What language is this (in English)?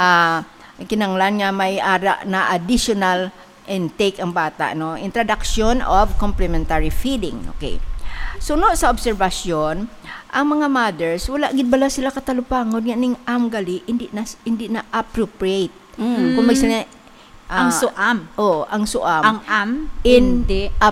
Hiligaynon